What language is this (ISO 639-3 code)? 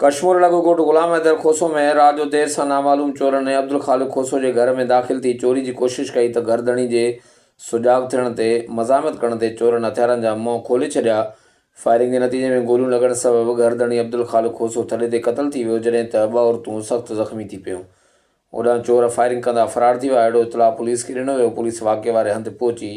snd